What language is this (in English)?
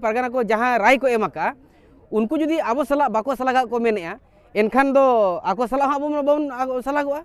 Santali